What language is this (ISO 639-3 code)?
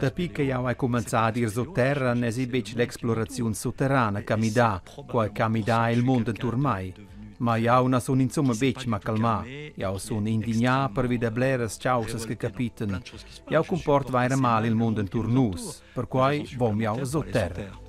roh